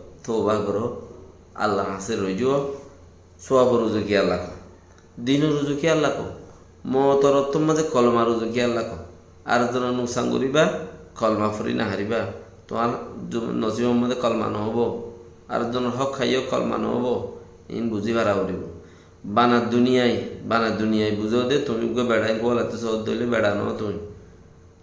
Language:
Rohingya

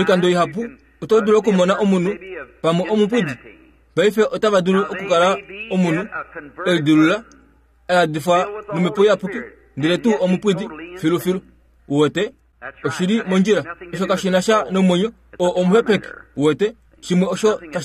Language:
Kuanyama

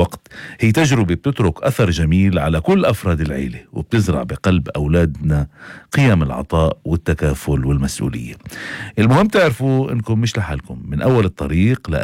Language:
North Levantine Arabic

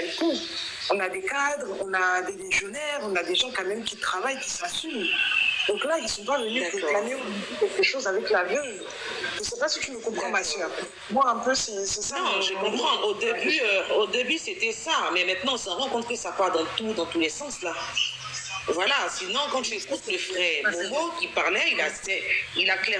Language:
French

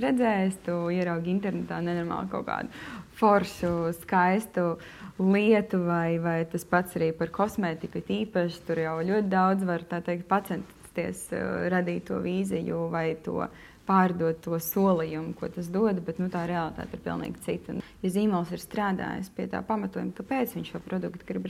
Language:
Latvian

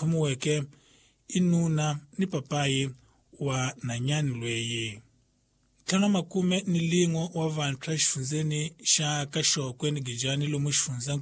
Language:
Tsonga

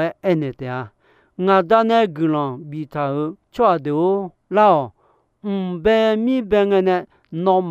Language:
Akha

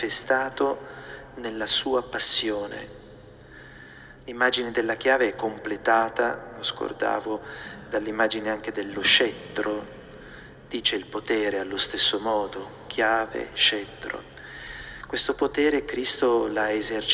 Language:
Italian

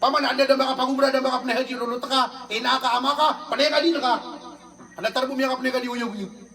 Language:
Maranao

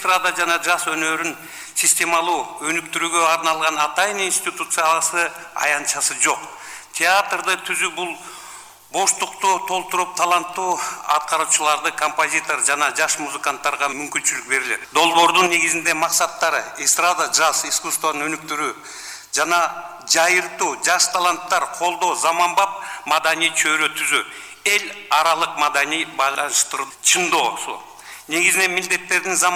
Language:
Kyrgyz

